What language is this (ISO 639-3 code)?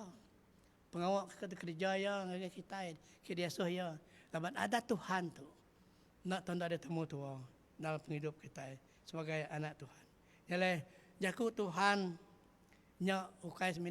iba